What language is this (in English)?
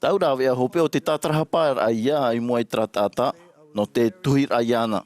Tahitian